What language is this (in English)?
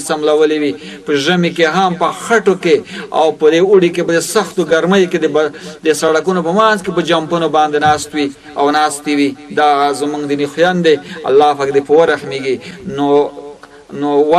Pashto